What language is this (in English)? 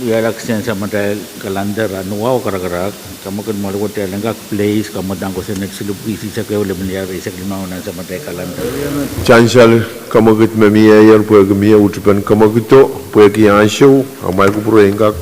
Pohnpeian